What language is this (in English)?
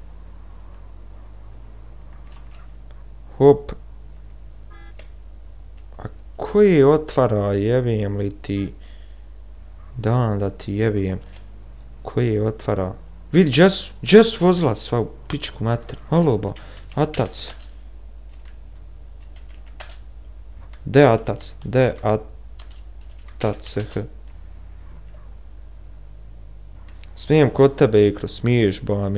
Bosnian